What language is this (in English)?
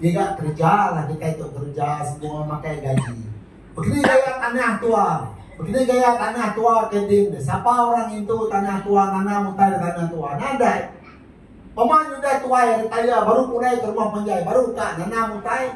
Iban